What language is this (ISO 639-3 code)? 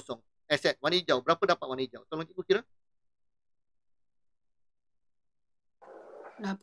msa